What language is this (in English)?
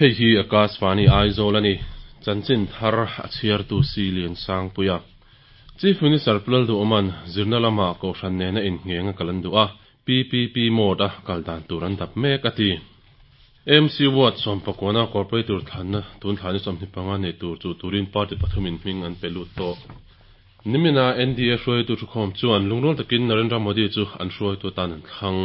Mizo